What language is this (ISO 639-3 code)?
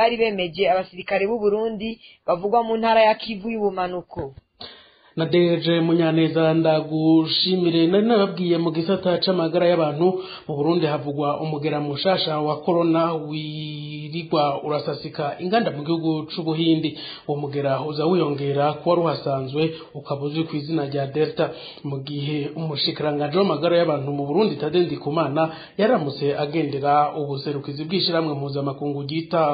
run